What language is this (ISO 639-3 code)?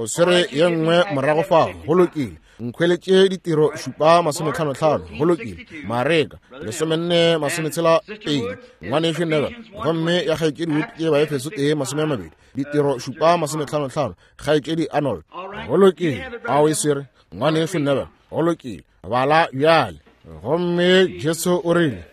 nso